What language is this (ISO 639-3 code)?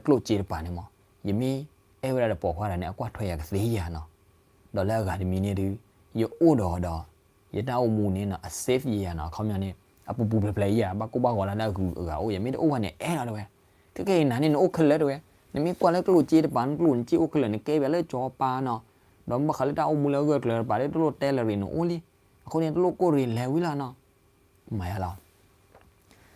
ksw